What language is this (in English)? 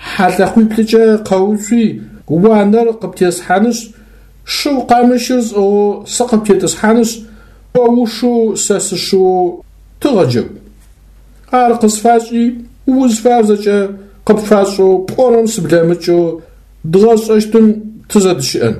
Adyghe